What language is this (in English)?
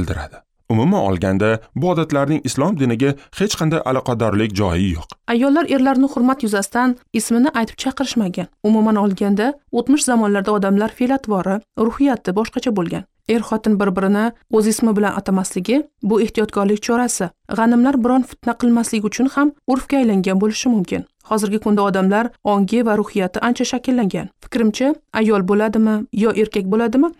Uzbek